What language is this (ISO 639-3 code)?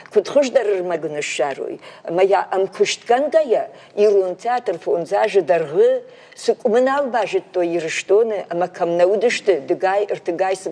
oss